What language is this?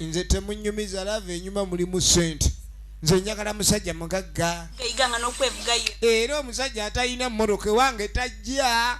Soga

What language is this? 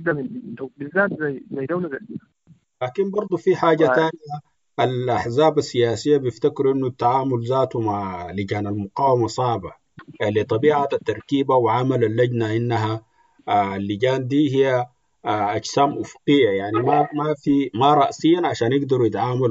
Sudanese Arabic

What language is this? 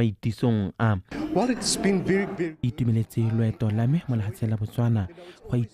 Tswana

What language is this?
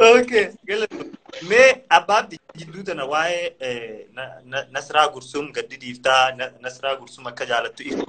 Oromo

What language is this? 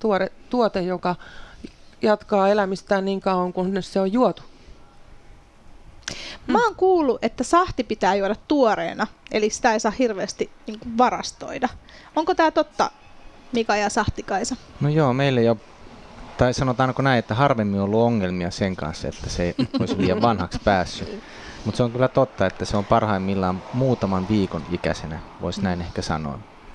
Finnish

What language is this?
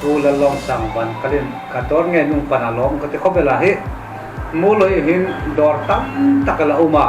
Hmar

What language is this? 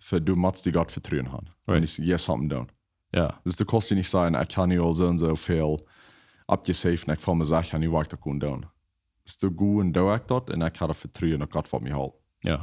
Plautdietsch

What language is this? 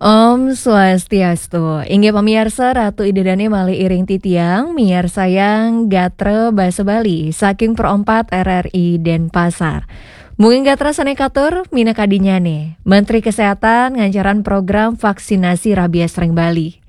Balinese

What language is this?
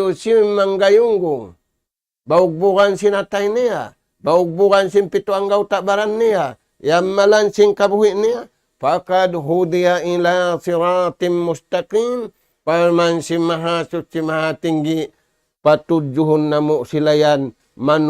Tausug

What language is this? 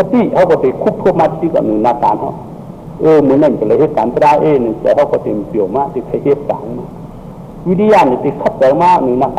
Shan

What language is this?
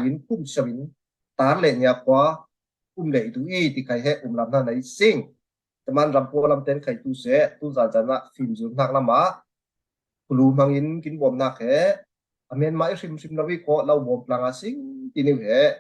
Falam Chin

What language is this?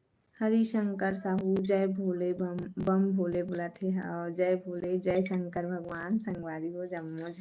Chhattisgarhi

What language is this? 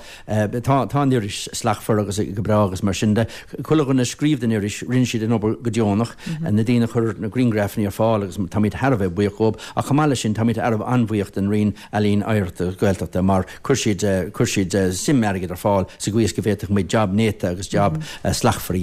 Irish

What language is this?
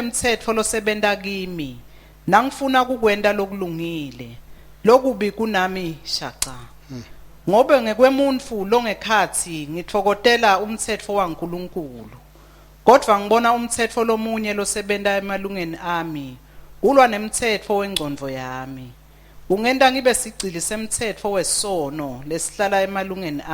Swati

